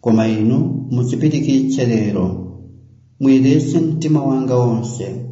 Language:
Nyanja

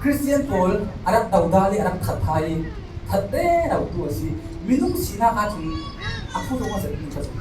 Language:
Falam Chin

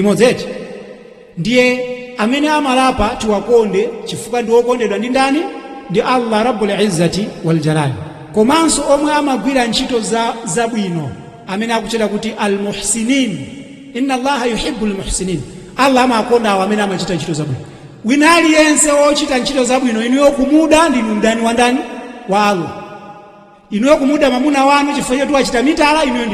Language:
Nyanja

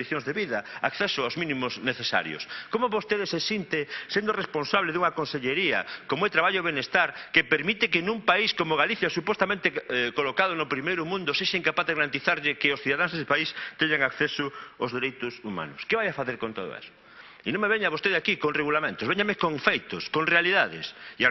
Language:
Galician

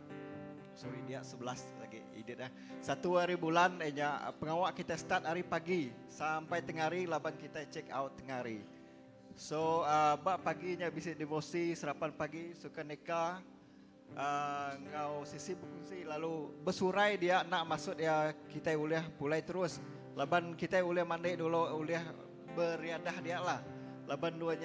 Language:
Iban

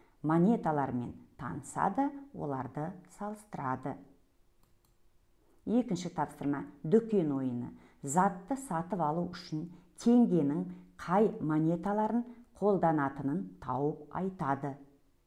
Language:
Kazakh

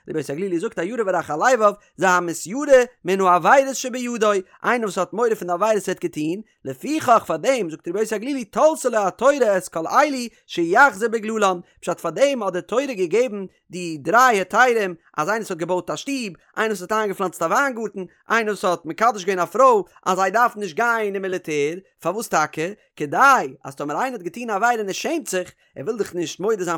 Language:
Yiddish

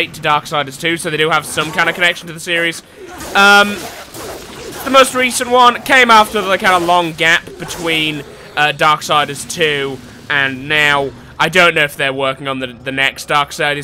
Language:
English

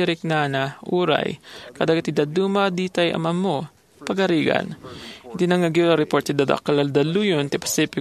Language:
Iloko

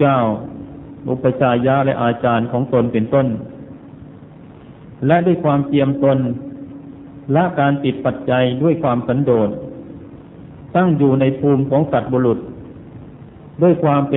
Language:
Thai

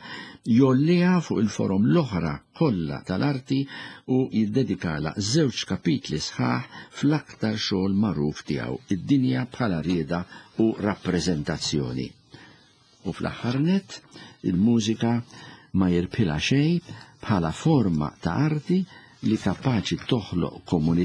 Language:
Maltese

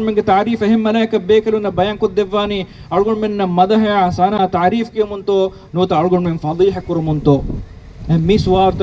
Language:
Divehi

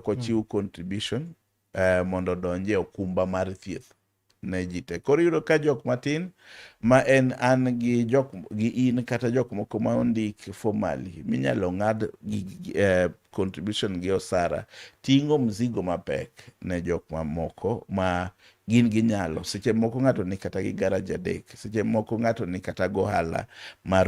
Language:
Luo (Kenya and Tanzania)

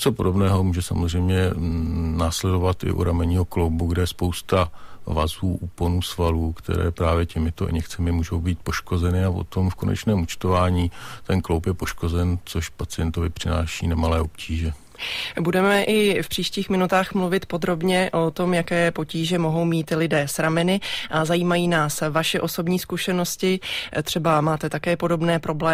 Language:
Czech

